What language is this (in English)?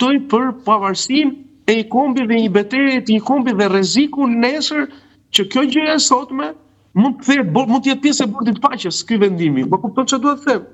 Albanian